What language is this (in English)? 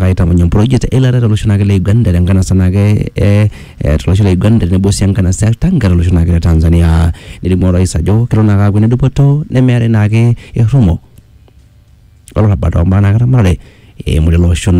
Masai